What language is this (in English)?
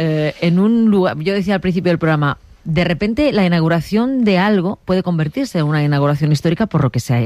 Spanish